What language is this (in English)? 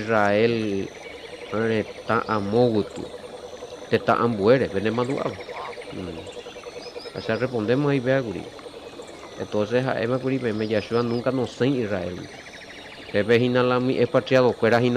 Guarani